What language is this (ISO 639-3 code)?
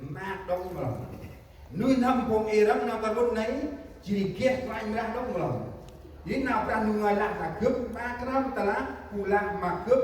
cmo